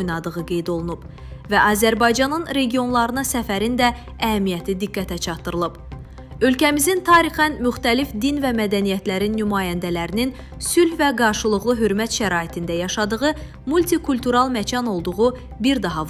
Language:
Azerbaijani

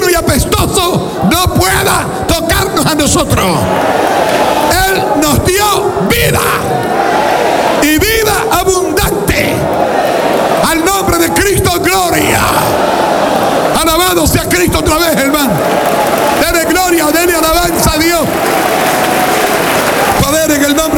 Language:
Spanish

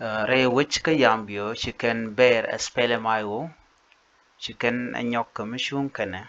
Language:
Nuer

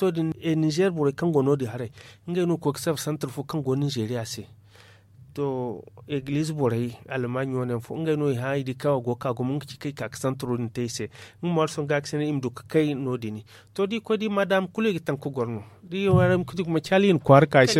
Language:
Zarma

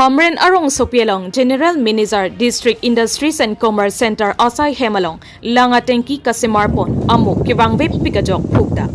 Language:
Karbi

